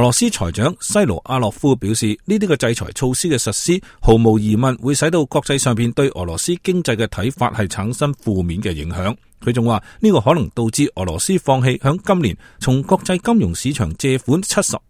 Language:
Cantonese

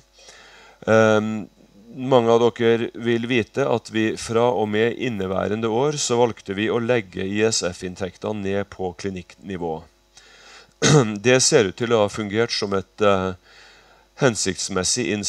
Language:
Norwegian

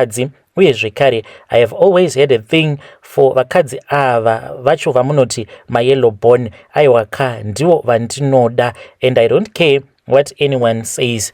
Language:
Shona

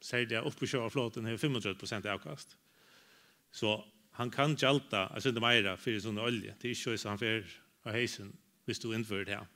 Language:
Faroese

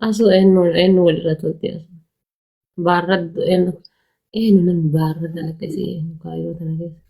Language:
Oromo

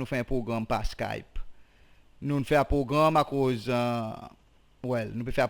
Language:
Seselwa Creole French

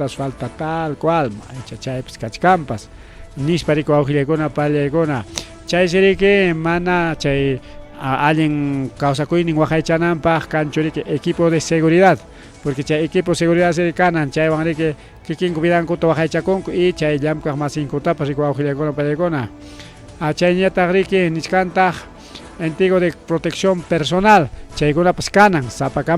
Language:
Ayacucho Quechua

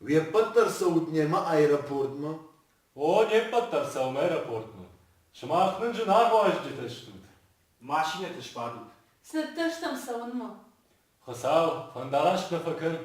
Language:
Ossetic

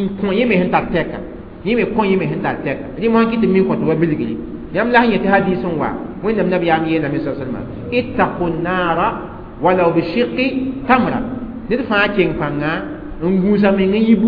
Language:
Mossi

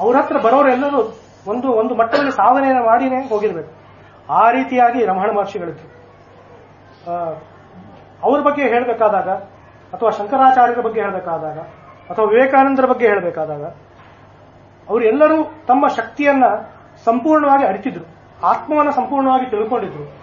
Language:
Kannada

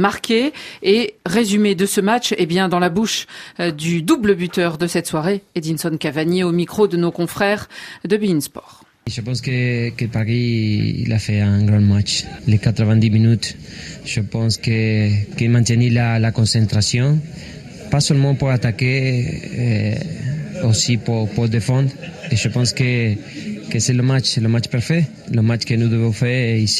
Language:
French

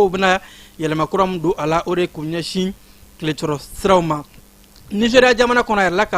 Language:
Bambara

